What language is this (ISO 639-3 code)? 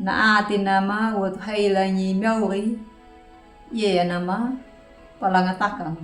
akg